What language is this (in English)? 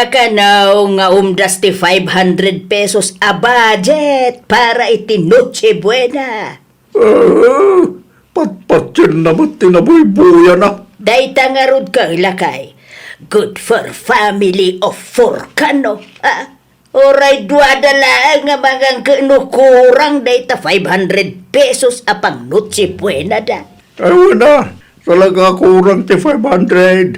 Iloko